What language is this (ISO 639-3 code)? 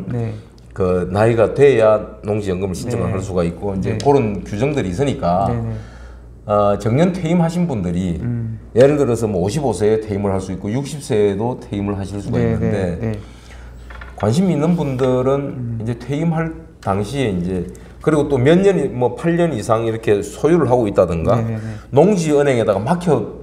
kor